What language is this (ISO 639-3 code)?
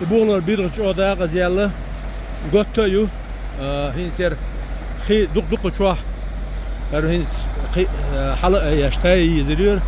che